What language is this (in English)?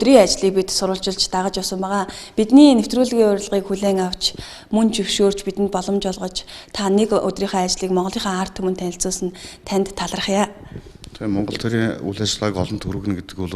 Mongolian